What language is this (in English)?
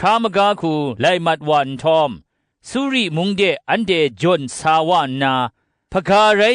Kachin